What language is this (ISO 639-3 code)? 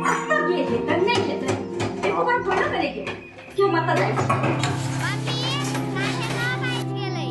mai